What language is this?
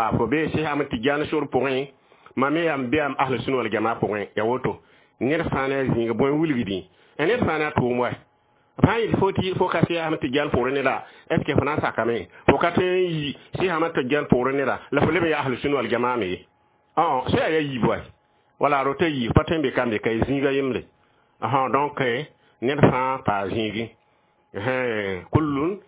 Mossi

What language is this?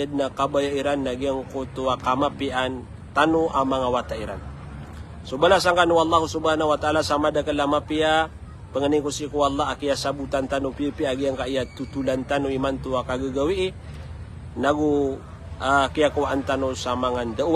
Maranao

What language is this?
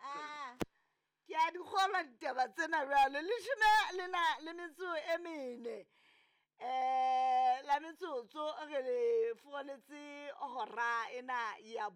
Southern Sotho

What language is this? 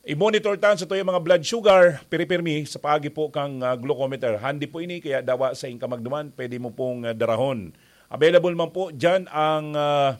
Bikol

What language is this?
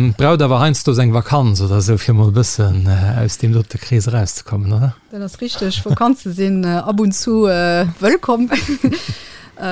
Luxembourgish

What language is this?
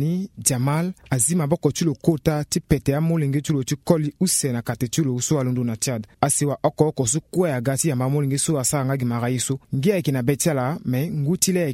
Sango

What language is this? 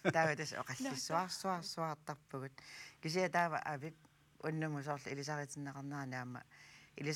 Kalaallisut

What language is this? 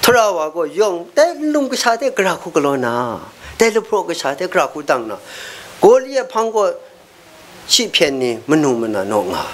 Kachin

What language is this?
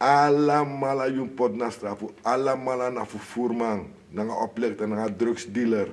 Sranan Tongo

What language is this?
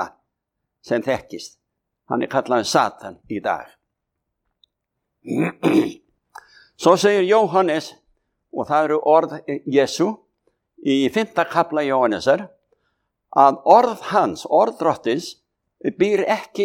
Icelandic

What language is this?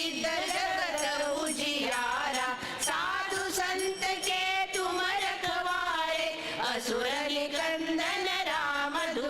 Konkani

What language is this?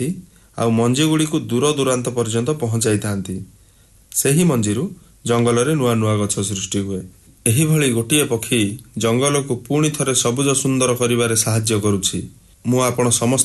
Odia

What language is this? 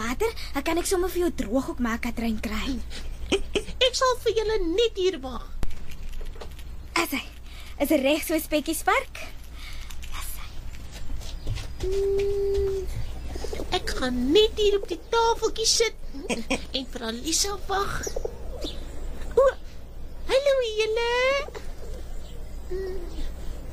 Afrikaans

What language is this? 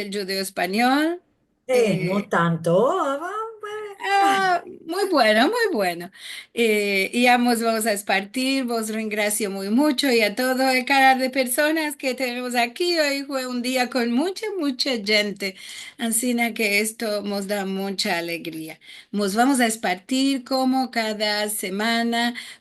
Ladino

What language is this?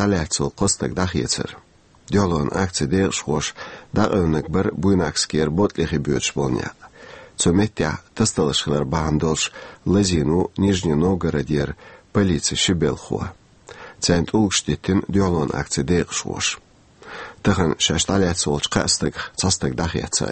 Chechen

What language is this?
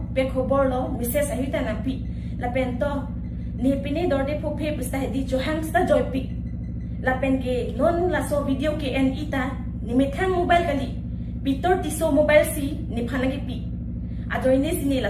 Karbi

